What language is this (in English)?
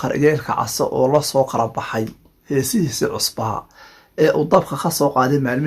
Somali